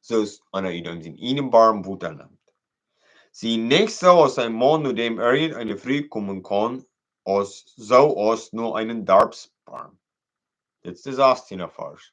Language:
Plautdietsch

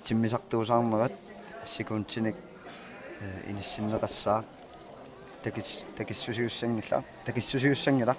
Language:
Kalaallisut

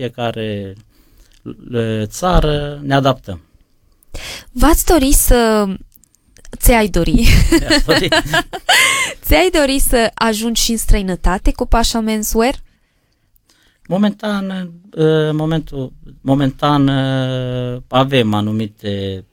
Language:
Romanian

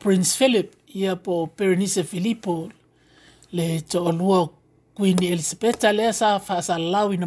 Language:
Samoan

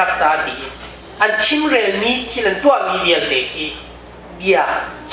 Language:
Hakha Chin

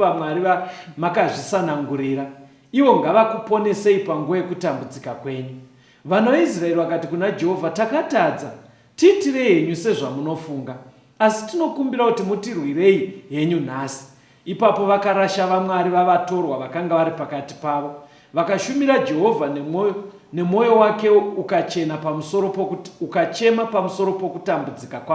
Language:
Shona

